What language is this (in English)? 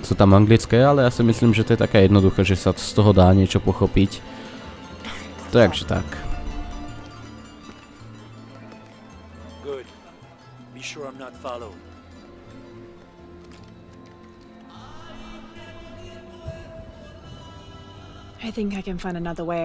Slovak